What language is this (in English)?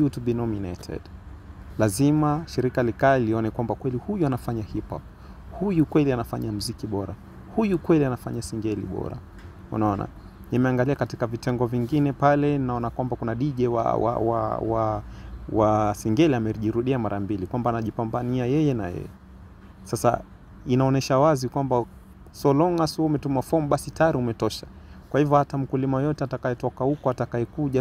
Swahili